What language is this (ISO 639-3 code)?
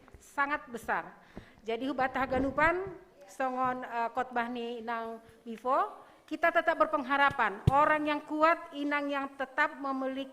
bts